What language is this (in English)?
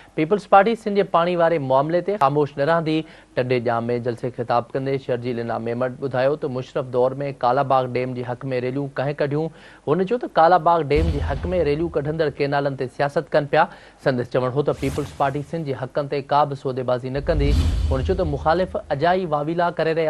Sindhi